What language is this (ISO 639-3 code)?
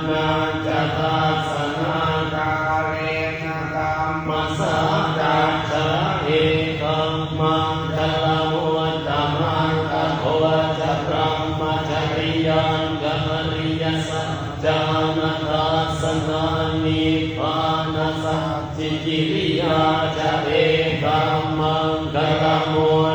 pli